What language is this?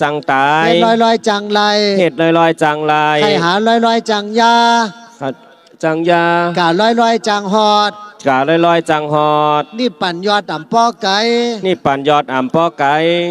Shan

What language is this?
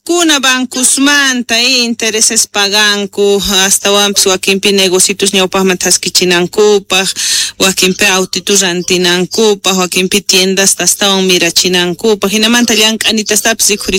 South Bolivian Quechua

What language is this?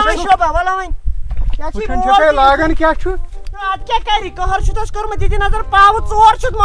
Kashmiri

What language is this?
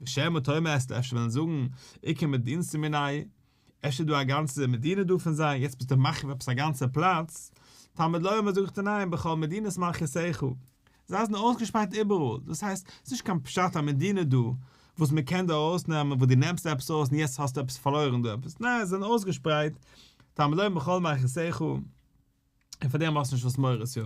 Yiddish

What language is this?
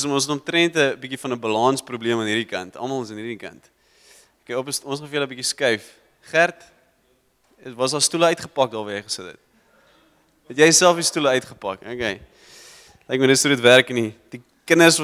Afrikaans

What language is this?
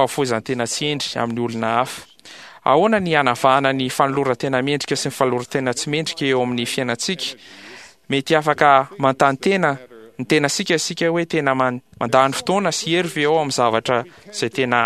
Malagasy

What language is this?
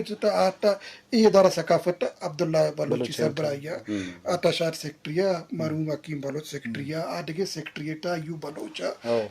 Eastern Balochi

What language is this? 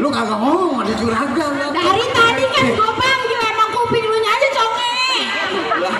Betawi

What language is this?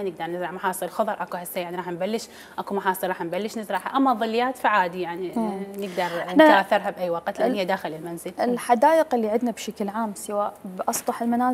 Mesopotamian Arabic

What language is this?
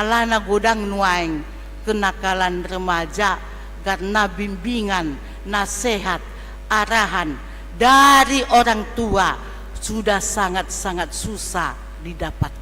Batak Toba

